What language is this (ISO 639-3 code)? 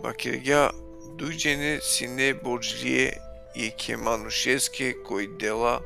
rmn